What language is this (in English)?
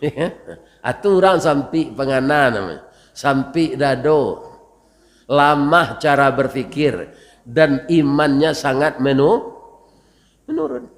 Minangkabau